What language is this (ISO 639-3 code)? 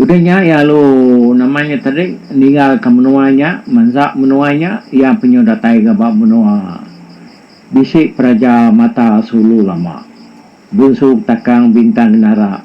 iba